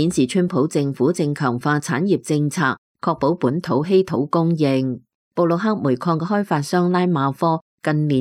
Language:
Cantonese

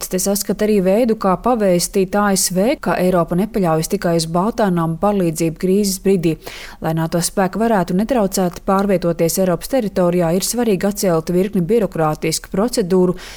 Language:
Latvian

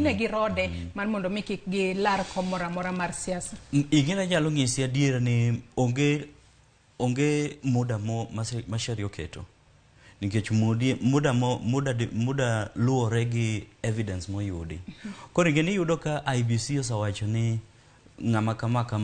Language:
Luo (Kenya and Tanzania)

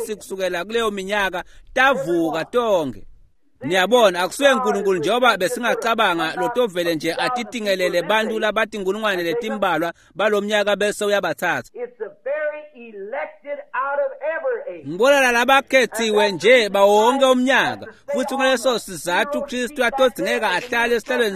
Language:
Swati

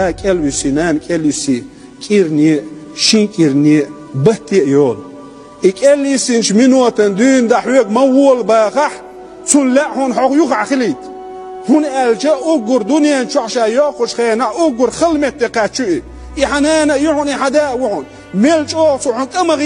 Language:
Chechen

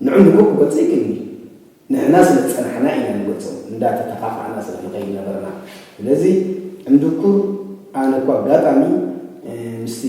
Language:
Tigrinya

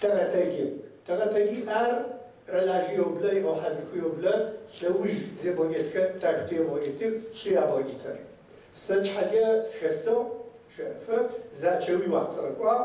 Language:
Kabardian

